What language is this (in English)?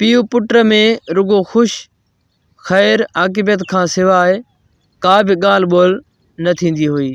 Sindhi